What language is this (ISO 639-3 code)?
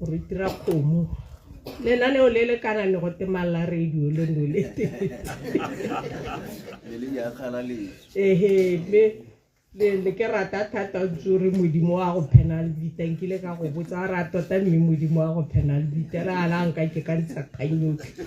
tsn